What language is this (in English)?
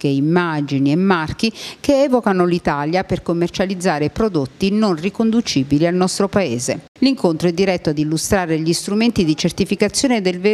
Italian